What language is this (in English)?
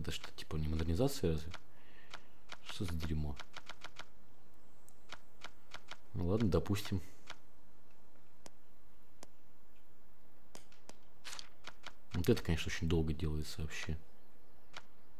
Russian